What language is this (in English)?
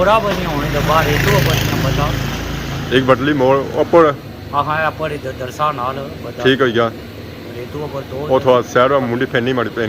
Pahari-Potwari